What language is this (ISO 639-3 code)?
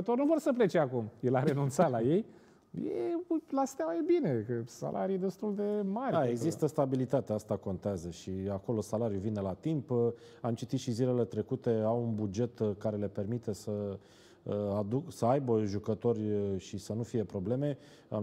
ron